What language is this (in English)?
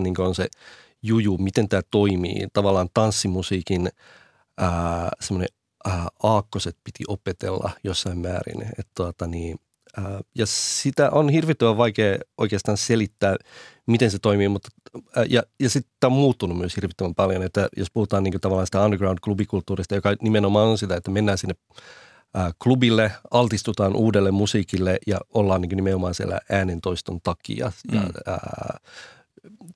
Finnish